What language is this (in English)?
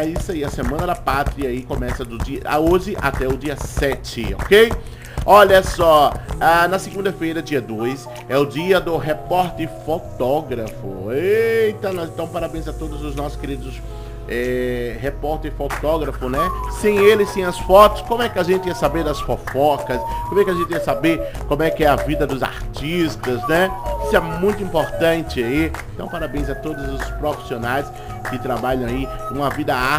Portuguese